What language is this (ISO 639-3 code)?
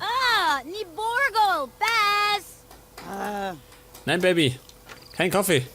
bar